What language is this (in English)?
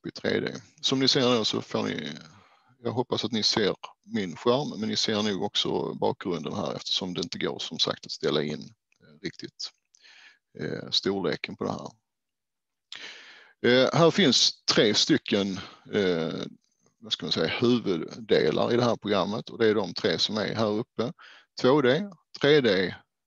Swedish